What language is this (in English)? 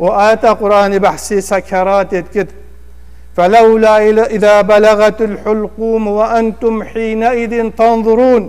Kurdish